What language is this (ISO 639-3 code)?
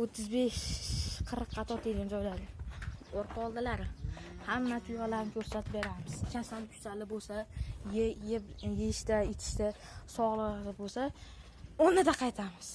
uzb